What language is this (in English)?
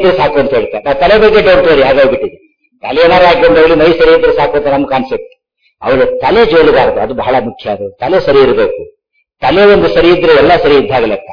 Kannada